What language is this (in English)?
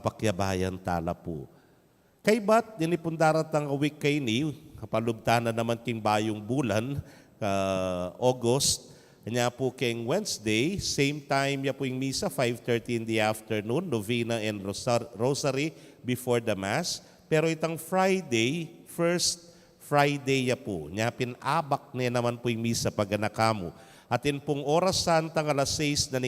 Pampanga